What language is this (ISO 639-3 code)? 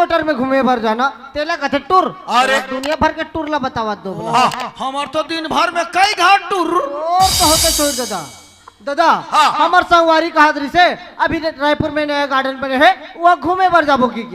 hne